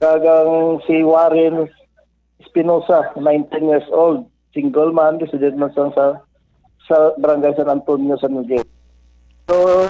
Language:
Hiligaynon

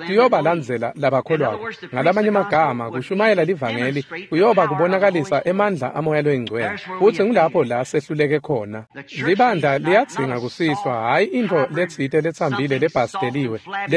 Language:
Swati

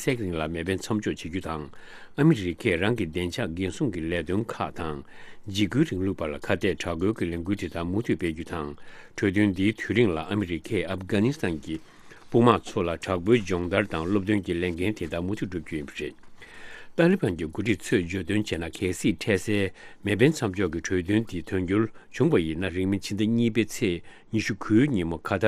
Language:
Tibetan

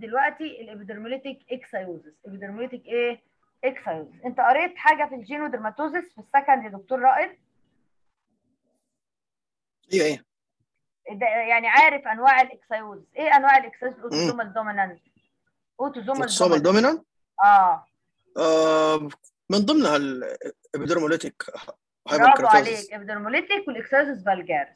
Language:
Egyptian Arabic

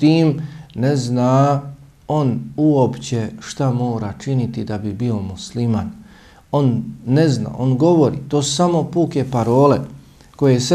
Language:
Bosnian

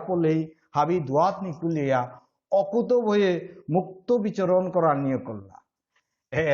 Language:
Bishnupriya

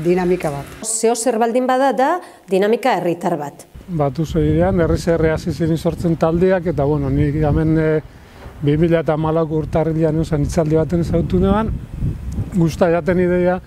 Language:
Basque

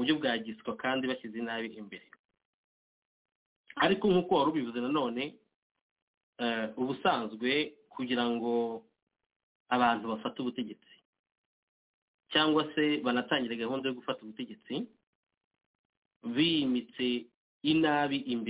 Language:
Kinyarwanda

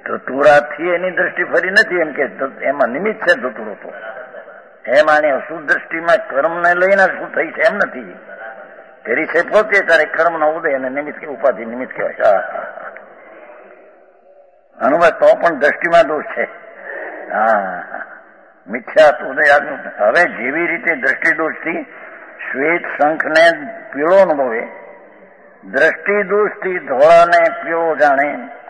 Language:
Gujarati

